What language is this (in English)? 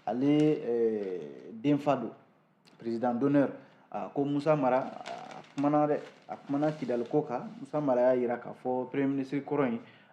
Bambara